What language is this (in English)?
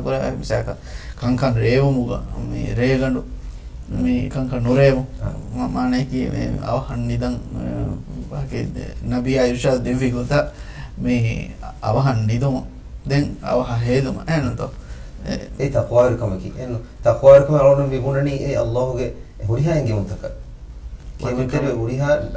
Divehi